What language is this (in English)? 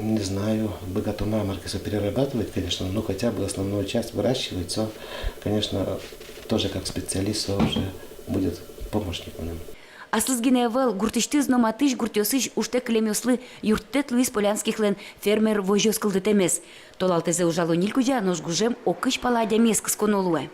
Udmurt